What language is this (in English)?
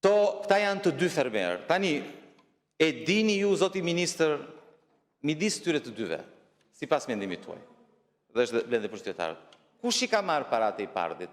Albanian